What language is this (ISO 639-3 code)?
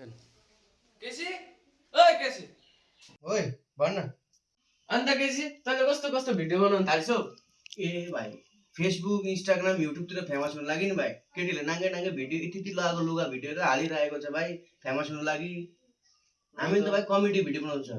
nep